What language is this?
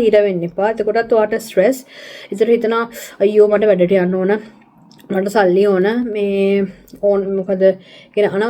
Sinhala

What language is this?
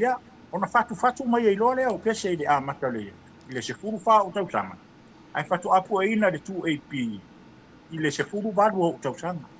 Samoan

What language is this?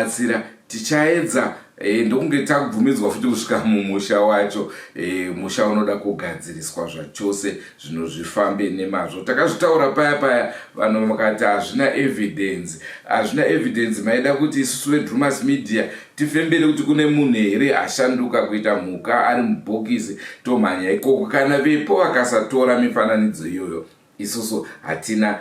Shona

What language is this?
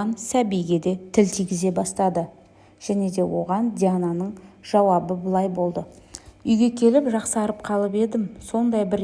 Kazakh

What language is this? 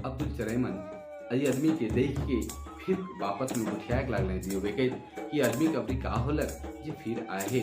Sadri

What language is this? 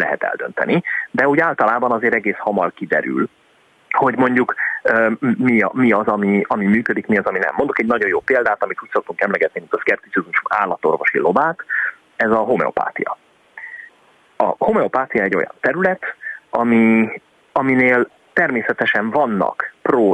Hungarian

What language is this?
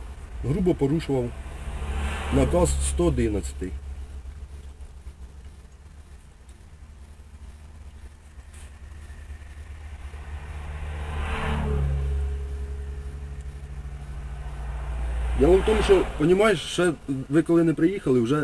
Ukrainian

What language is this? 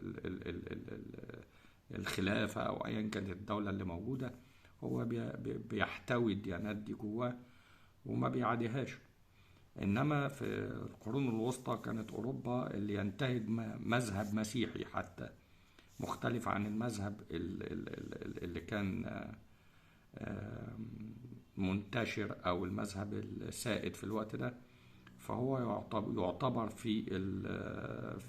Egyptian Arabic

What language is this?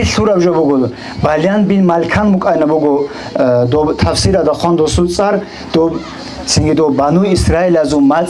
Avaric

